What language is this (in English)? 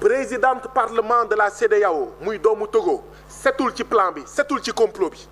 Wolof